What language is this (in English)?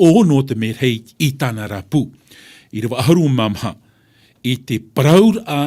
Tahitian